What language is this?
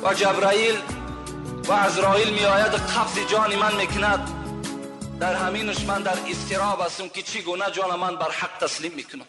Tajik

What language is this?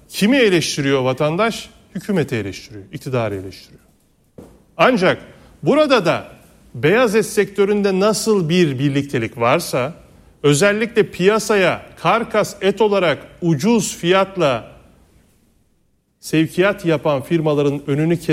Turkish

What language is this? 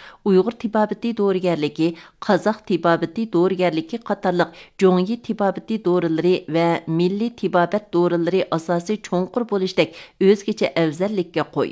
Uyghur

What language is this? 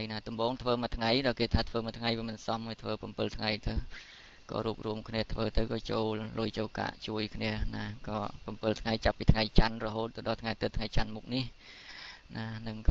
Khmer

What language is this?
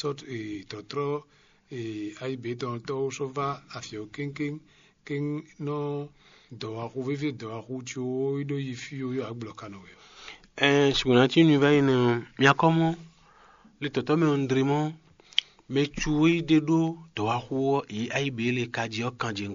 Fon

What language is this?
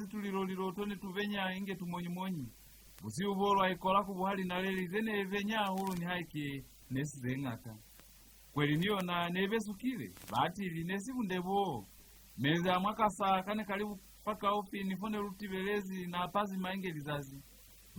Lozi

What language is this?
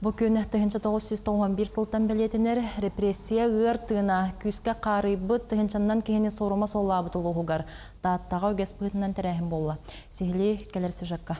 Yakut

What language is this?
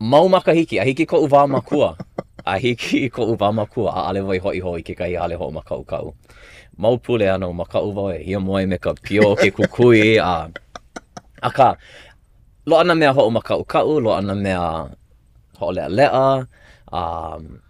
Hawaiian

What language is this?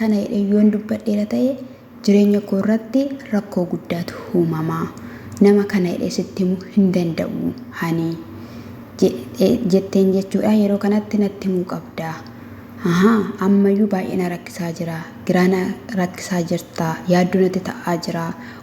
Oromo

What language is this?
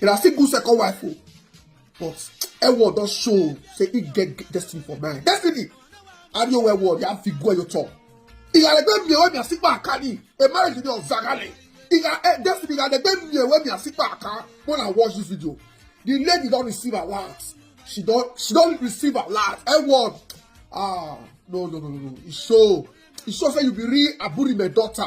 Nigerian Pidgin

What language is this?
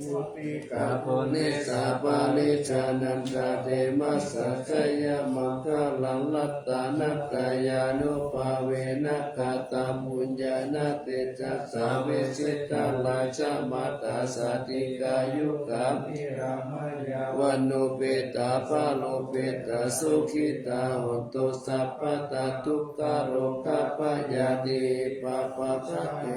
Pali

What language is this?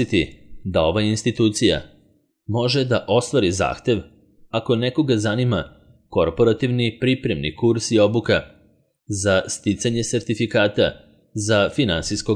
Serbian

